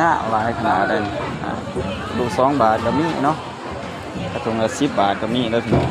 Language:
Northeastern Thai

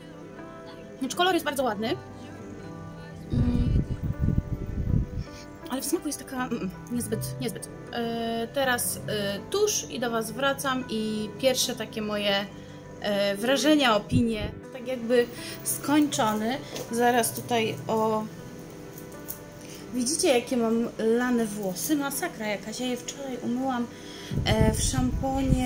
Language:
Polish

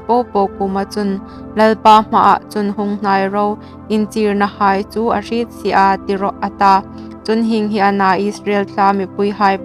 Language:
Hmar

